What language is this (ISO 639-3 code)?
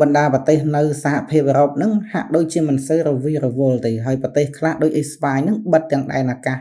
khm